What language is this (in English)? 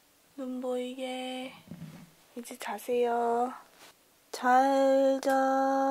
Korean